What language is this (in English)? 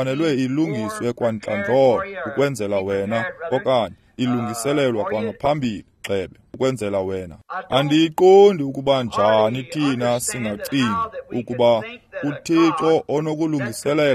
Xhosa